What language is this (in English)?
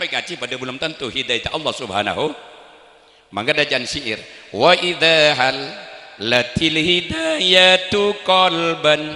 Madurese